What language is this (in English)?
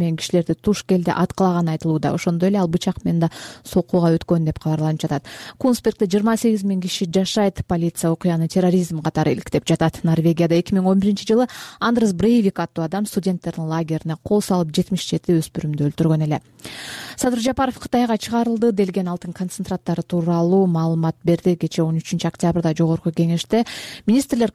Kyrgyz